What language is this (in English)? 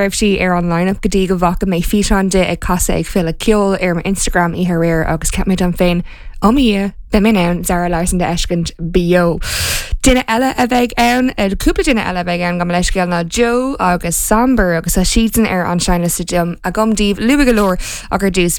Irish